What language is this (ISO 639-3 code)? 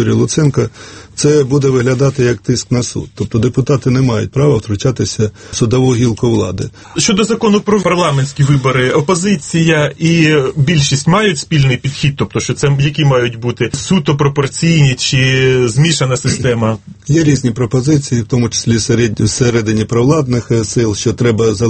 ukr